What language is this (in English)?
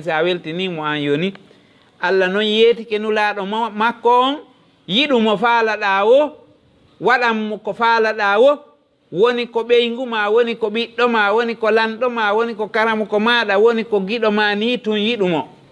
Fula